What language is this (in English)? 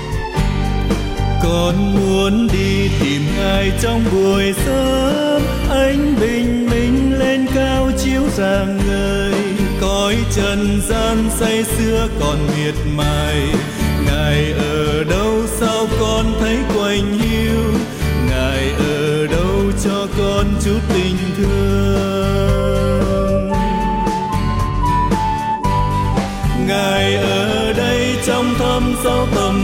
Vietnamese